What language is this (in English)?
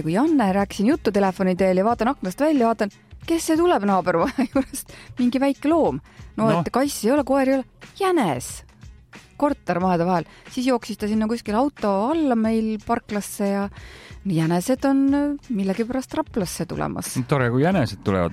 Estonian